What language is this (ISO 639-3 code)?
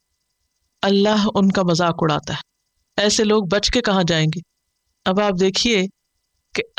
urd